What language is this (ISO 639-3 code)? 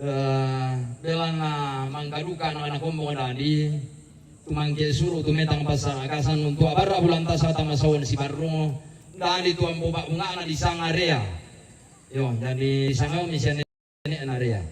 sda